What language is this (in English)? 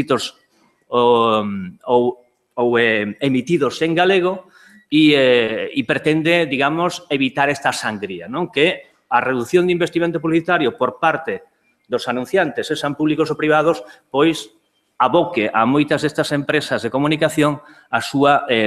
Galician